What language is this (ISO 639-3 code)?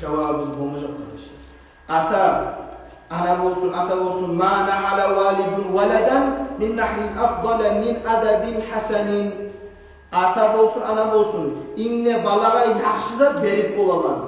kum